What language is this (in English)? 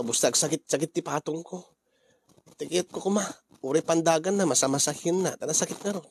Iloko